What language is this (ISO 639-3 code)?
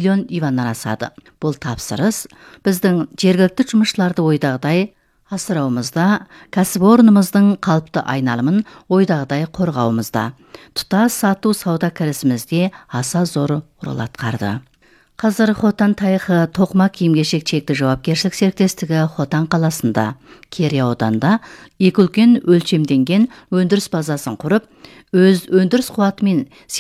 kaz